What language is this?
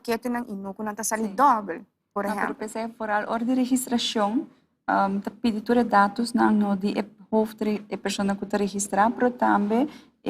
Papiamento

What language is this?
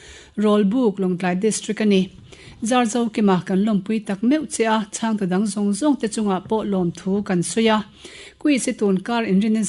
Mizo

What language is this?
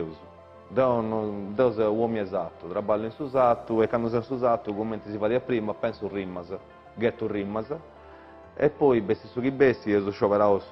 Sardinian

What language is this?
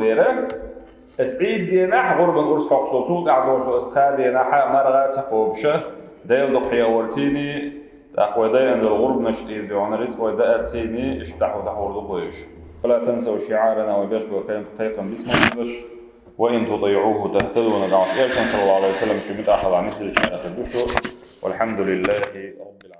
Chechen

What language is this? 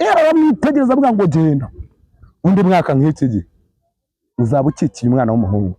Kinyarwanda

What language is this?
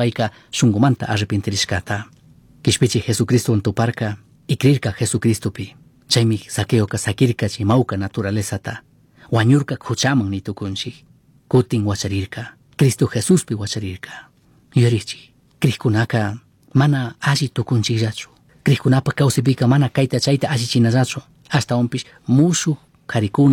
Chimborazo Highland Quichua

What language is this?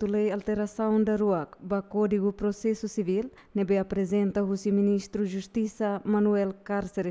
Tetum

